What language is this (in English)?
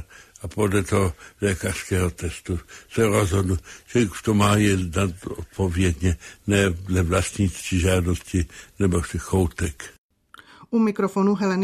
Czech